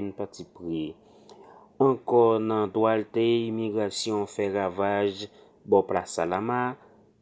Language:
Haitian Creole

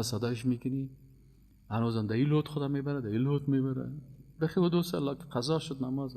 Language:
Persian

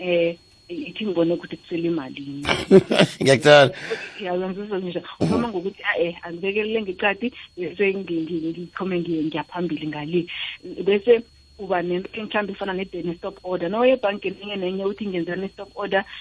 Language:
South Ndebele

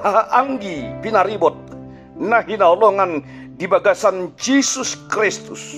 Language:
Batak Toba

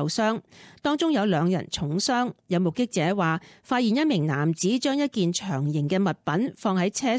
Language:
Cantonese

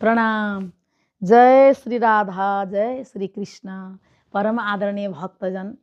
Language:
Nepali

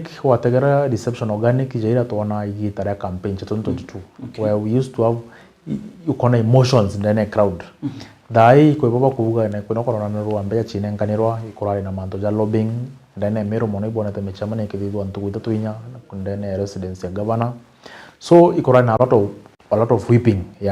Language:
Meru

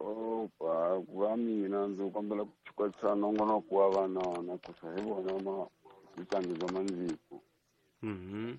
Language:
Tsonga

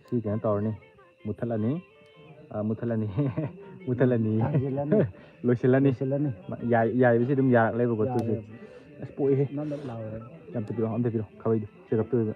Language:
Manipuri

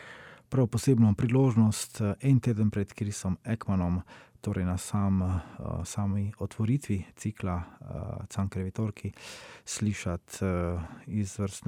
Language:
Slovenian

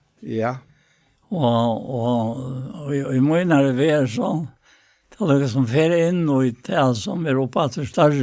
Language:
Faroese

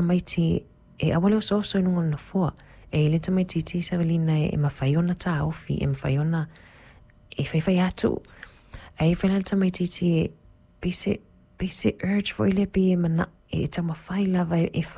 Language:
Samoan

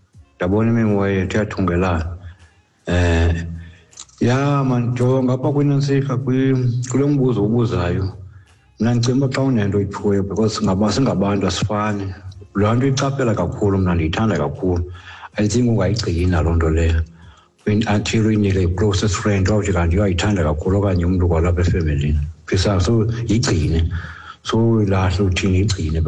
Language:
Xhosa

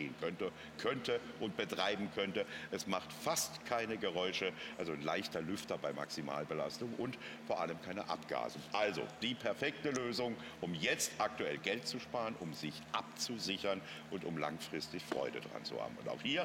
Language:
German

